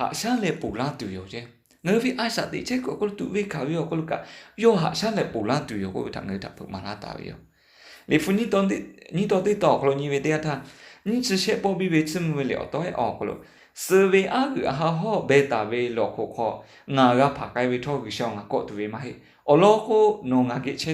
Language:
Lahu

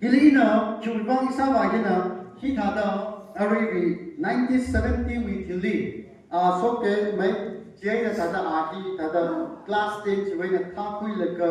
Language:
Tangkhul Naga (India)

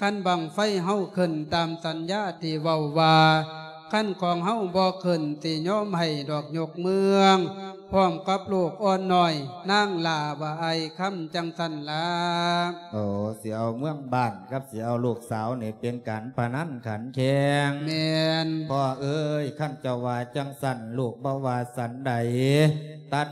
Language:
Lao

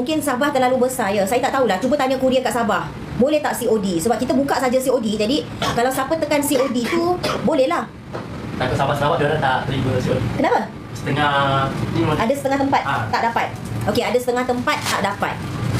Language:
Malay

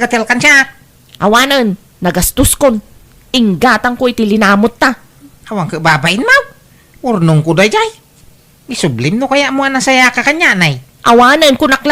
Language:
Iloko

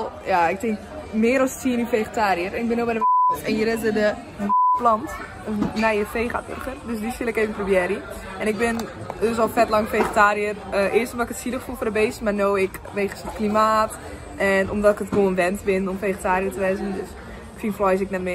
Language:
Western Frisian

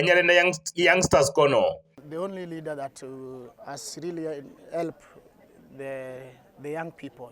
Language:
Luo (Kenya and Tanzania)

